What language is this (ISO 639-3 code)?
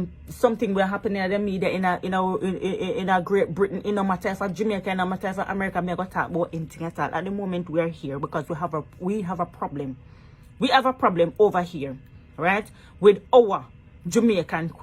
jam